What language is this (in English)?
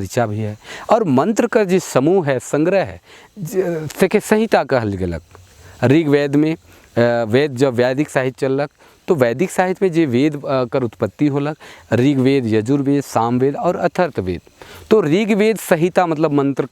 Sadri